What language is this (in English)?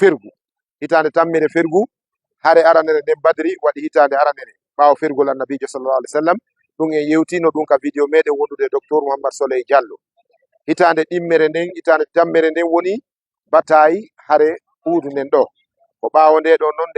Fula